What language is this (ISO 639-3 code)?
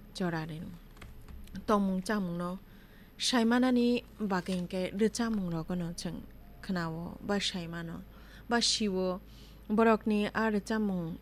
trp